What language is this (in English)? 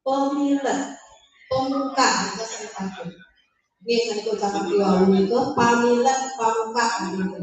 Balinese